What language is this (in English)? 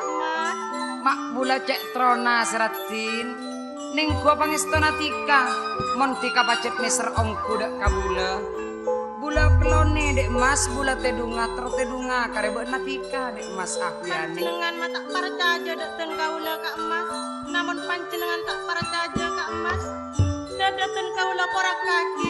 Madurese